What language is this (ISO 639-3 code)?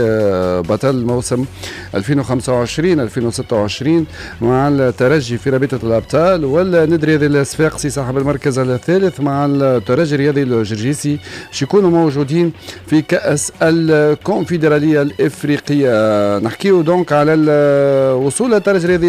aeb